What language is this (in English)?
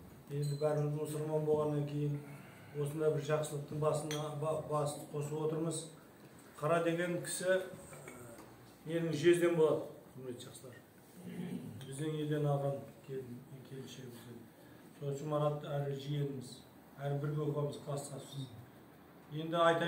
Kazakh